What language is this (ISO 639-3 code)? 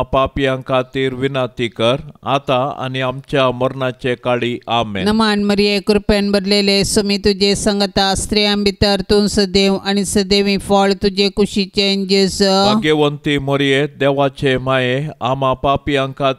kok